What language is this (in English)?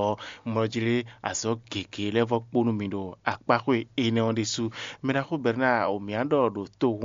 Fon